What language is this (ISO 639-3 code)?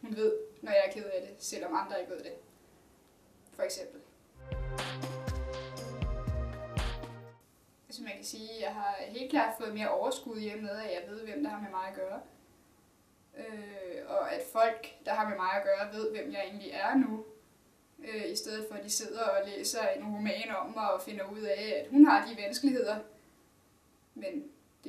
dan